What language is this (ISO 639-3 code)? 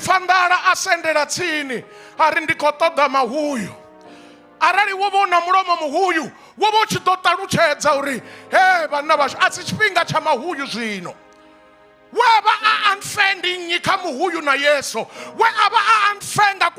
ven